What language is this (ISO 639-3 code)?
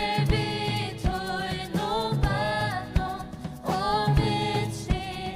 fao